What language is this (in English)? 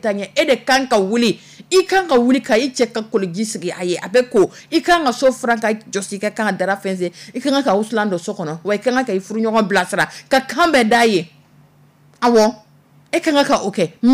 Dyula